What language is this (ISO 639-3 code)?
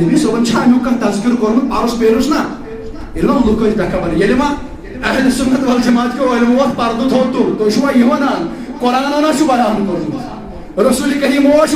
kas